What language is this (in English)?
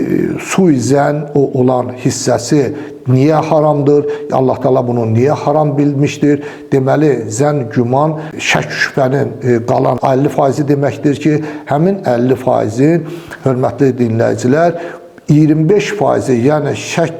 Azerbaijani